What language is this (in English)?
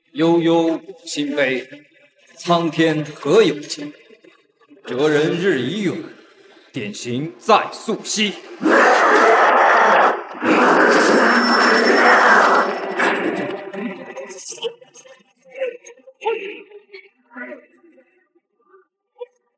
Chinese